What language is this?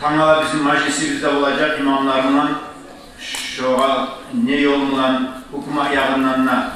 Kumyk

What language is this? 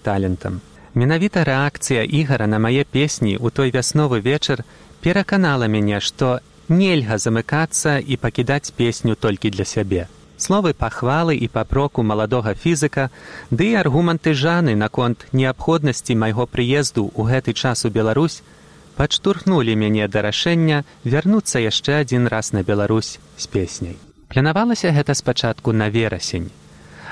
Belarusian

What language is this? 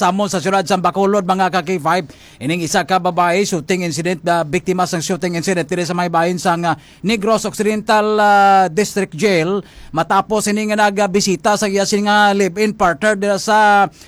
Hiligaynon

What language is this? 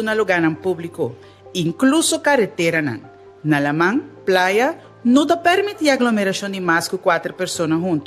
Papiamento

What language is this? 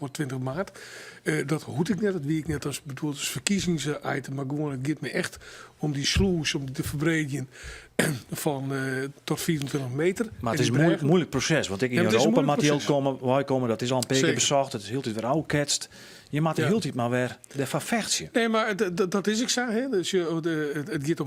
Western Frisian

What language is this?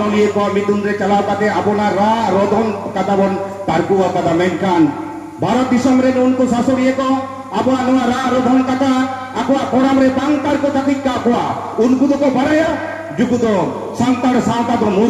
Santali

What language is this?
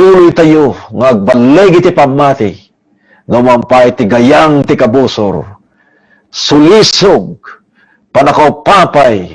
Iloko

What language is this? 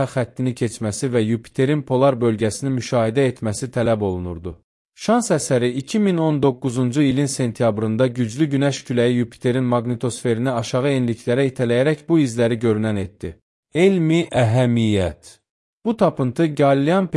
Azerbaijani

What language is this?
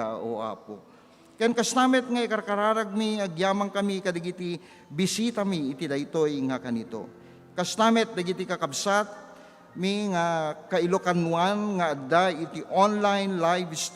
Iloko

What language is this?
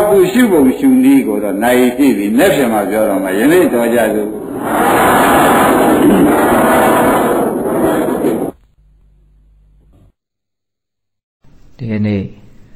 Burmese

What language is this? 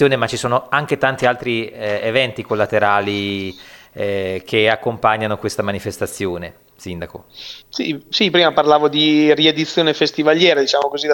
Italian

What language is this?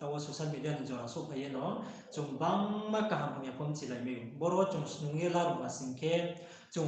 Riang (India)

